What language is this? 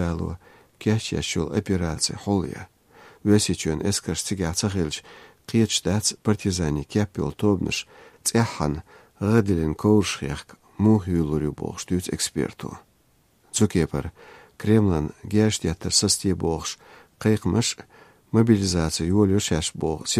Chechen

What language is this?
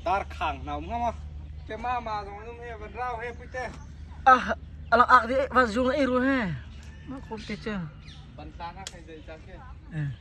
Hakha Chin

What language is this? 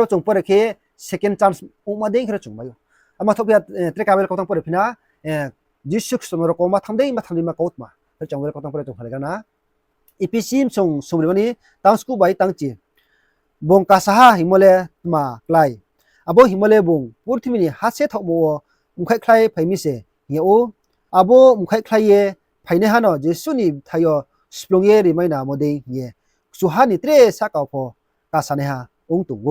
Riang (India)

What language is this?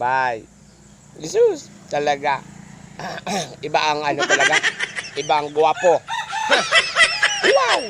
Bikol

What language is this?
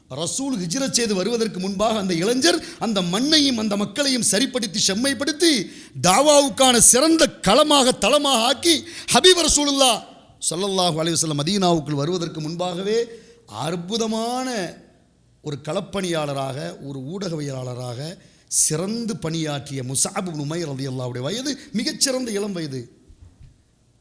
Tamil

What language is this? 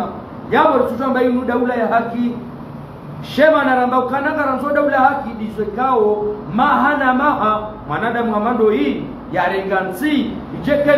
Ngazidja Comorian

